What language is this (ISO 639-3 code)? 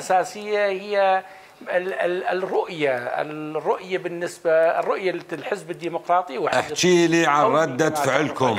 acm